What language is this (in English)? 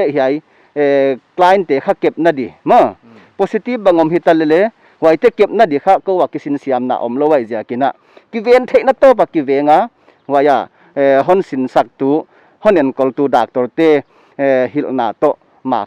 Paite Chin